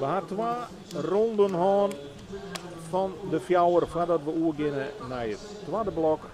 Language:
Western Frisian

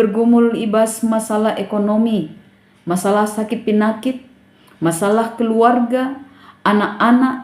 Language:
Batak Karo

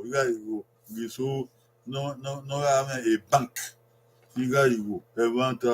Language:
Bini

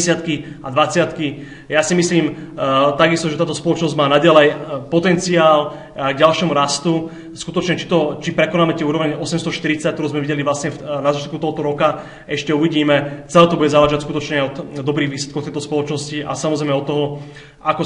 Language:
Slovak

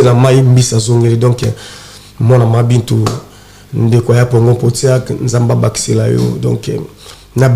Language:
Lingala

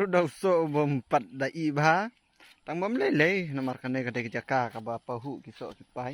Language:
Khasi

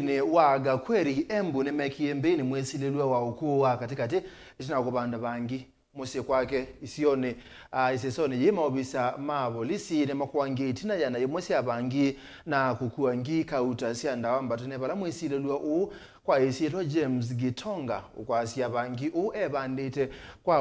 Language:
Kamba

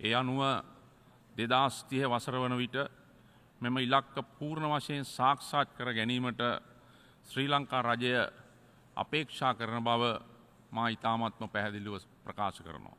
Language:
Sinhala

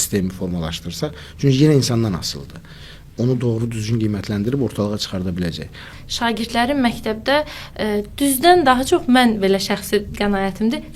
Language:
Azerbaijani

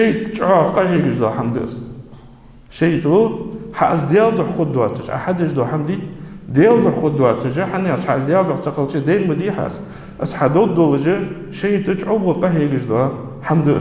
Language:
Ingush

